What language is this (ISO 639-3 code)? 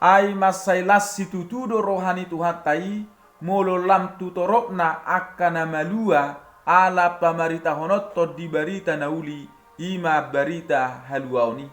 bbc